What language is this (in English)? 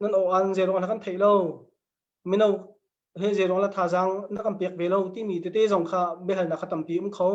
Hakha Chin